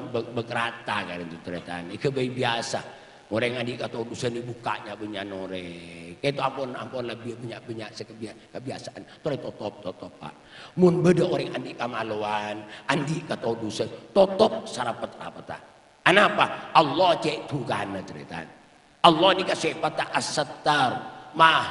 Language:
Madurese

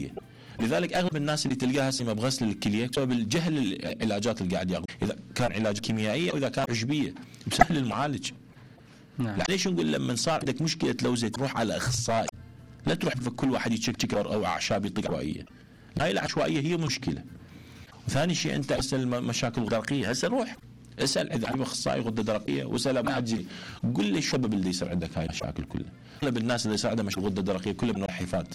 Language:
Mesopotamian Arabic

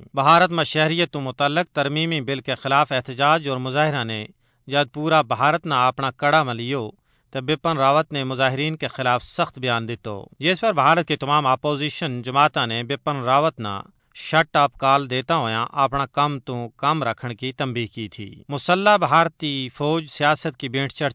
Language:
Gujari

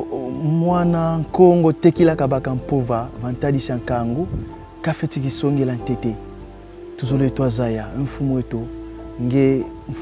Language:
Kongo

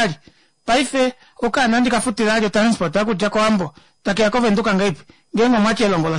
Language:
Kuanyama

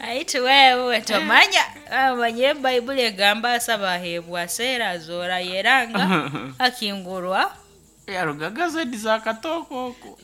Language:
Nyankole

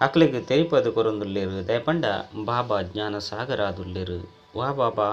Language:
Tulu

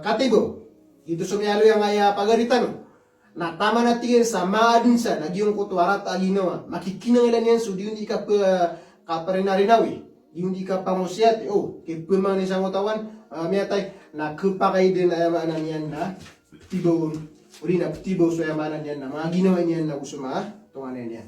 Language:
Maranao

